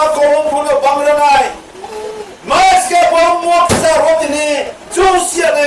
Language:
Riang (India)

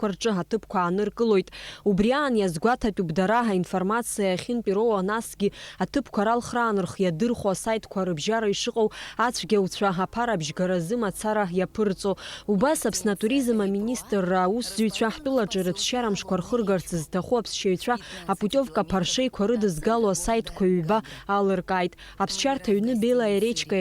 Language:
Abkhazian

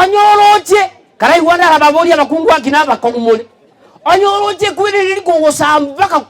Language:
Gusii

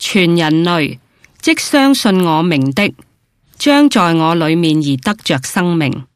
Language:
Cantonese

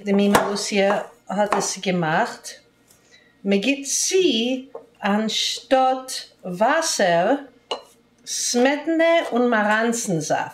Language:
Yiddish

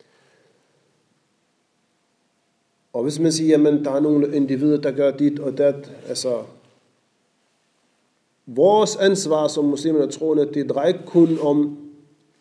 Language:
Danish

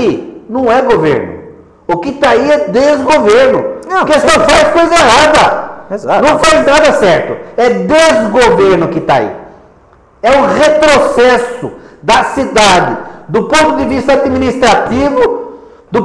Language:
Portuguese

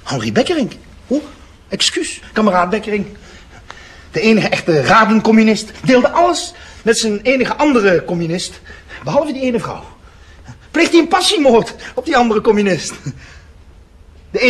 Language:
Dutch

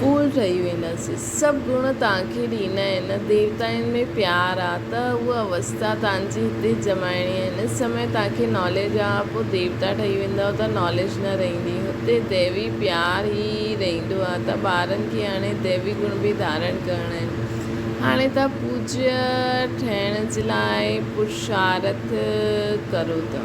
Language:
Sindhi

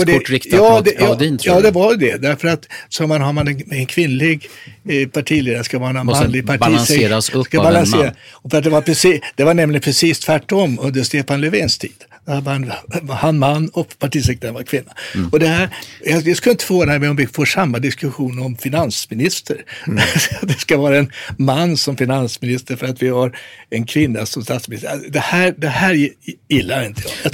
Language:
Swedish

